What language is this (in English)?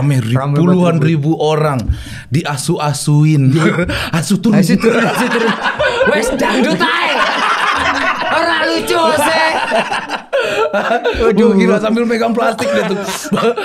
Indonesian